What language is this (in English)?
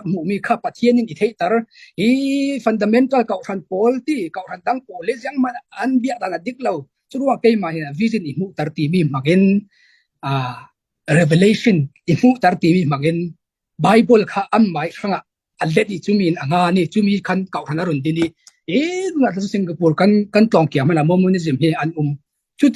Falam Chin